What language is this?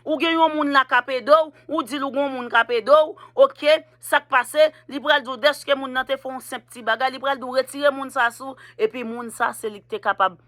Haitian Creole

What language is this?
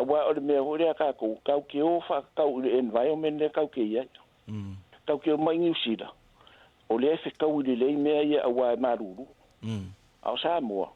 Samoan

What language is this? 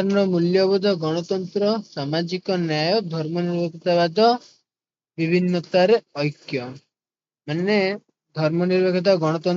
Odia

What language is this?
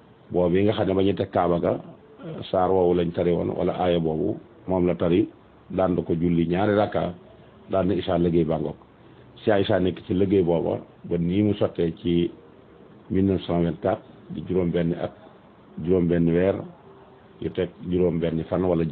Wolof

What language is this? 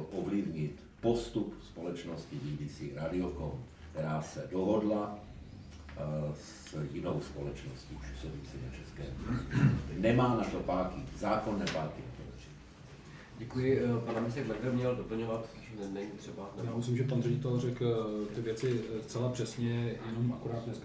Czech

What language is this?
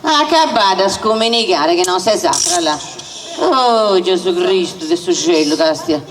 Sardinian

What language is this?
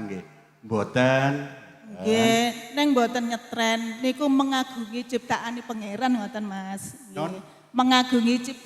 Javanese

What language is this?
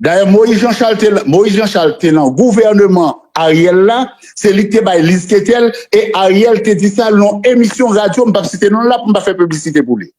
Haitian Creole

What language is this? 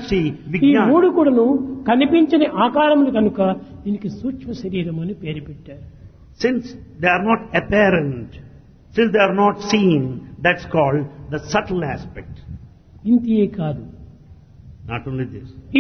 Telugu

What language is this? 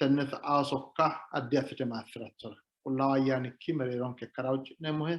Sidamo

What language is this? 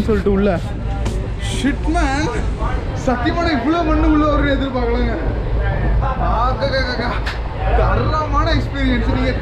Tamil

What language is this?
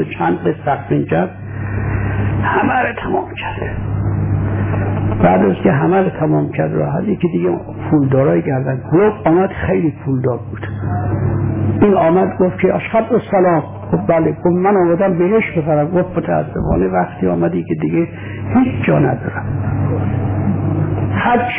Persian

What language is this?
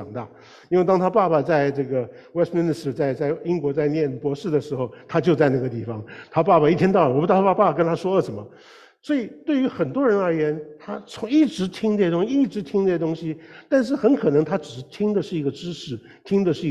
Chinese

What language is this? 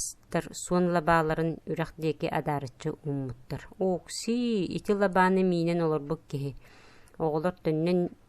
Yakut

